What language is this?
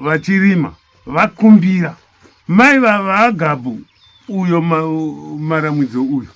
Shona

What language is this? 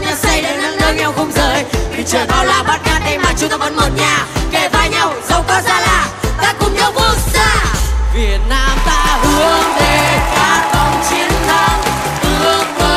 Vietnamese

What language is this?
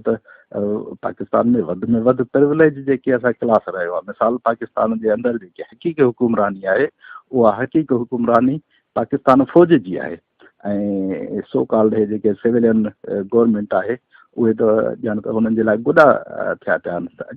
Sindhi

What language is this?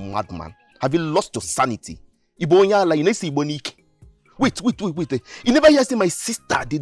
Nigerian Pidgin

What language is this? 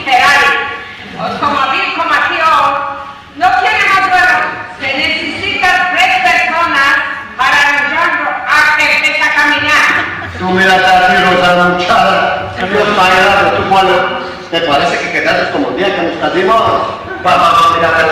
Ladino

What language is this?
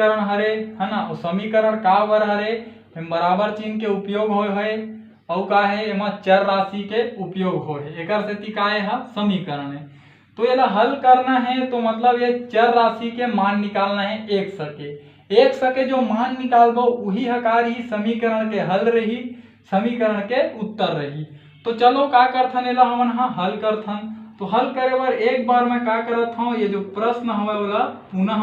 Chhattisgarhi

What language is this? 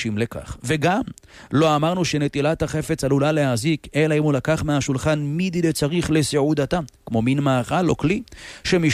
Hebrew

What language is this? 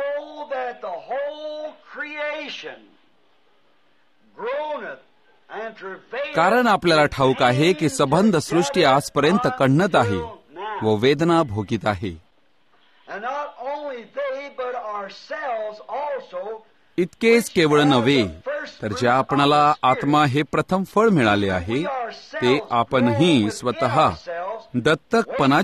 Marathi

